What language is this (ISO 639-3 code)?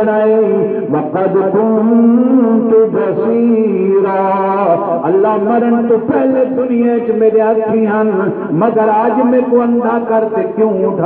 skr